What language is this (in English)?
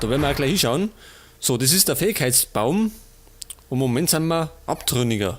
Bavarian